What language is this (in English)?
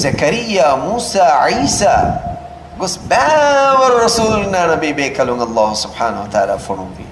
Divehi